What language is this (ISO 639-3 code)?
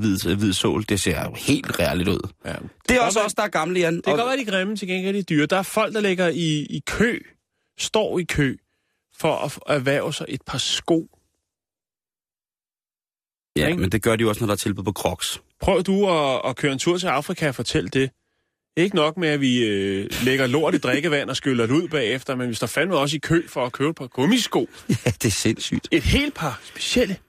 dan